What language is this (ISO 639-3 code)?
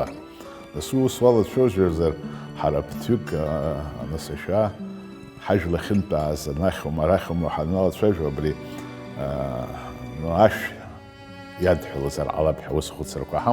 abk